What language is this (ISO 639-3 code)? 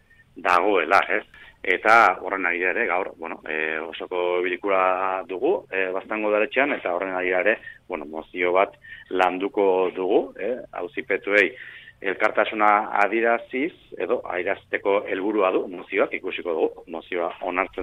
eus